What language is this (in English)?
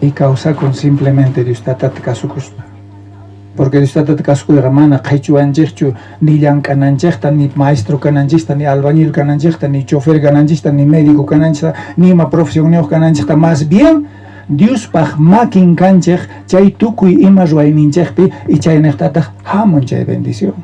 South Bolivian Quechua